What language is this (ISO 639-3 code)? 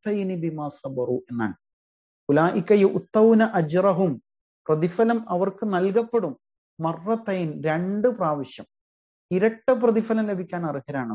mal